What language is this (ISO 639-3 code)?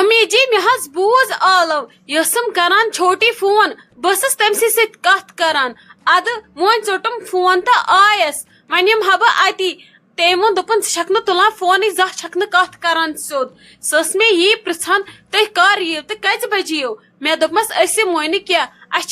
kas